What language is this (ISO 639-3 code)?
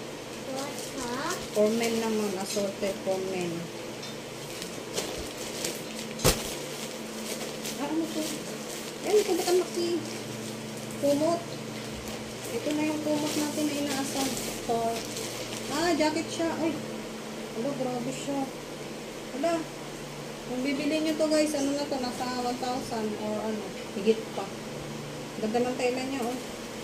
fil